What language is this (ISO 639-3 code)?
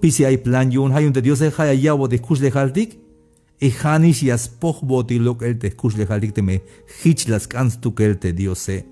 tzh